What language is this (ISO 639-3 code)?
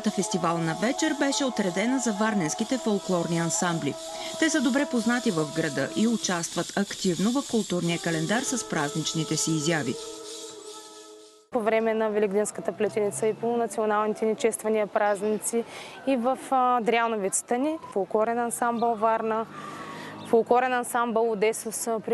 bul